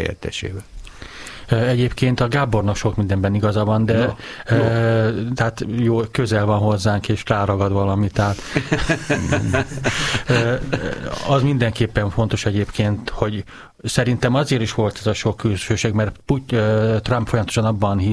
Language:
Hungarian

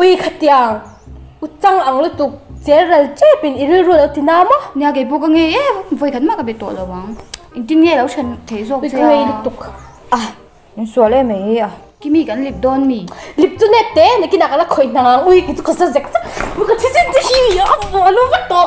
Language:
Mizo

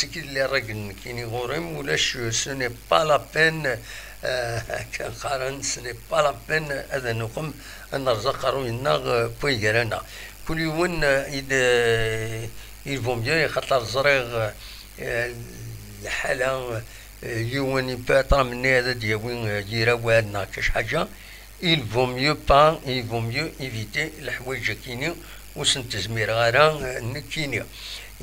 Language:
Kabyle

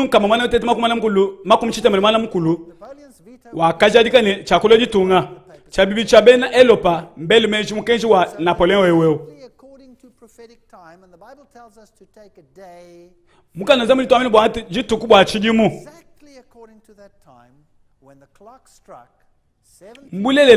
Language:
Luba-Lulua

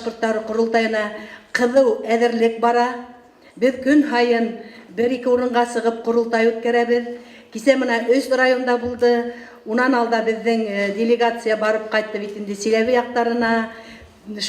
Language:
Bashkir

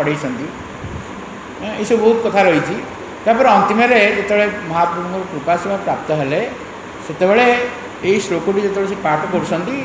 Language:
Odia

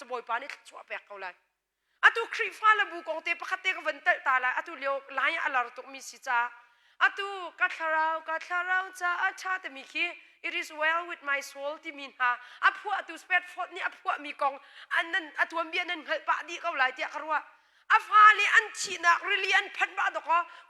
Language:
Hakha Chin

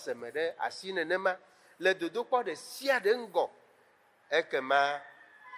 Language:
Ewe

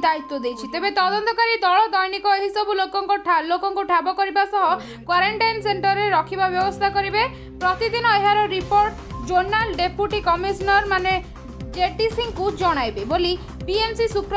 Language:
Odia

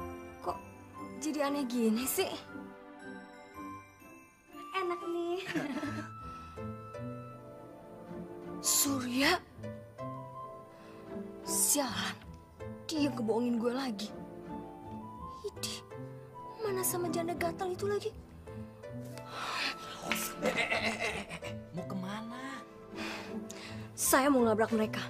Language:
Indonesian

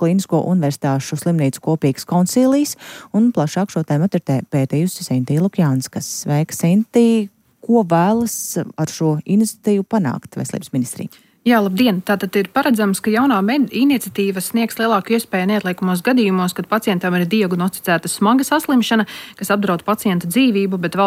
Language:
Latvian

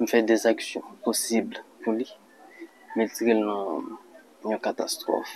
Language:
Haitian Creole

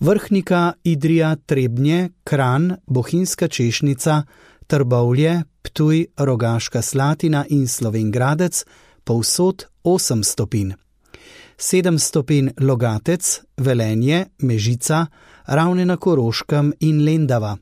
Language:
Slovenian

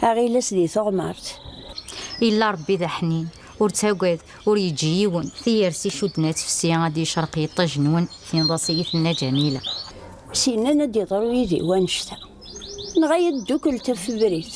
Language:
Kabyle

